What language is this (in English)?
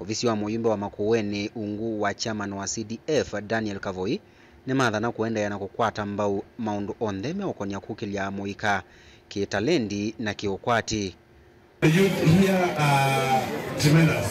Kamba